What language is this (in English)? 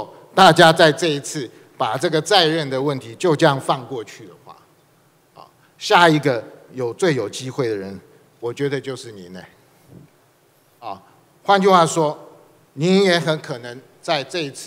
Chinese